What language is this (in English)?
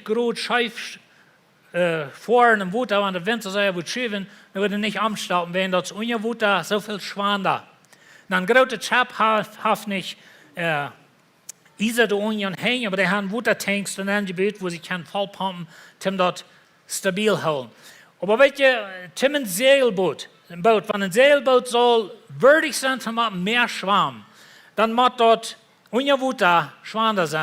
Plautdietsch